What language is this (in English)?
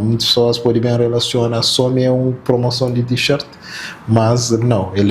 Kabuverdianu